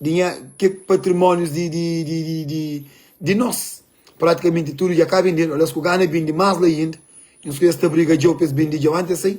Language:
Kabuverdianu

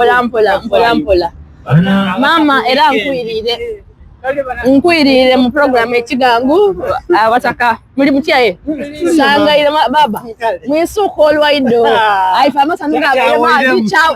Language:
Soga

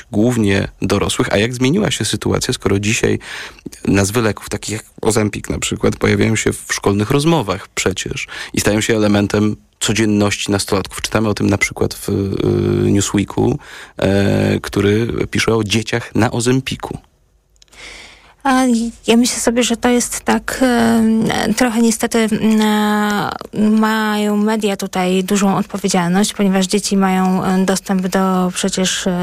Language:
Polish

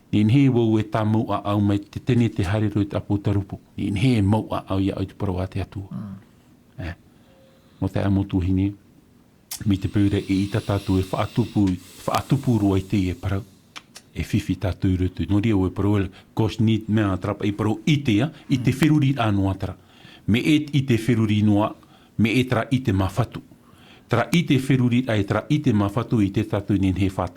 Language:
Tahitian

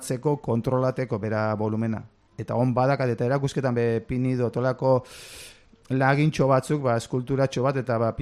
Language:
Basque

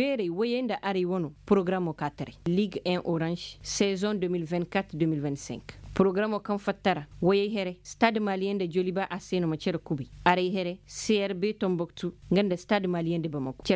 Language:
Koyraboro Senni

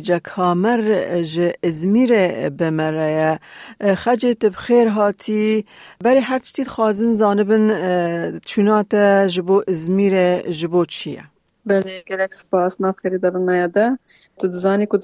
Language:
Kurdish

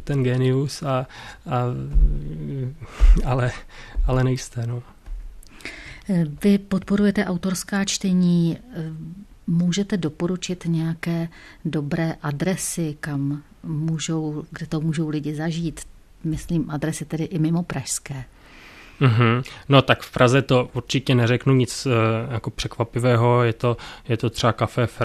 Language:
Czech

